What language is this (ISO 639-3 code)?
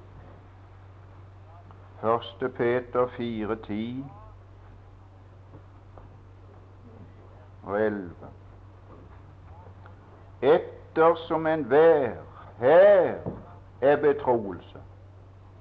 nor